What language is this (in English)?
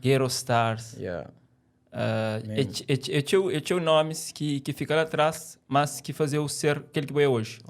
Kabuverdianu